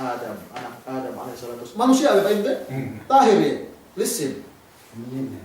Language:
Yakan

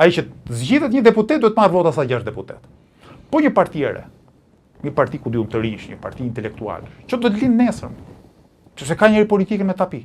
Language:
Albanian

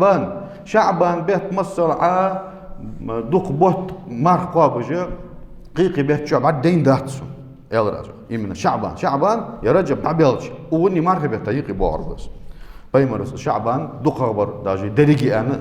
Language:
Ingush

